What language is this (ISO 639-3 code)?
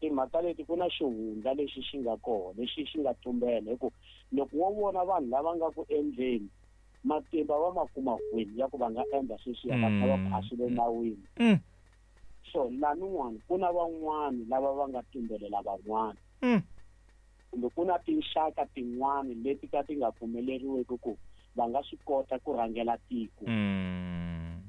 tso